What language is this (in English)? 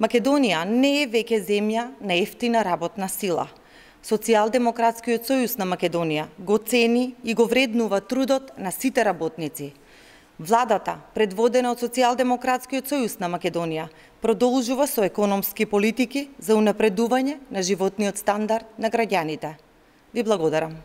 Macedonian